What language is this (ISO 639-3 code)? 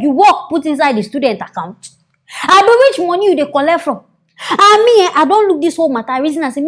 pcm